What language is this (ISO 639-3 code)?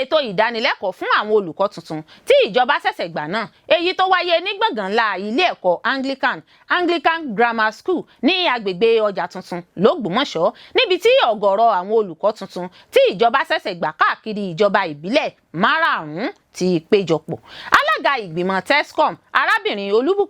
yor